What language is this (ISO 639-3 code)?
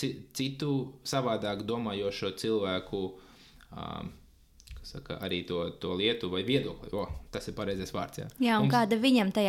lav